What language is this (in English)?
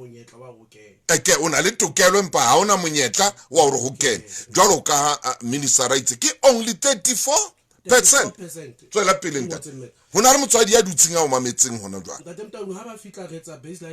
Southern Sotho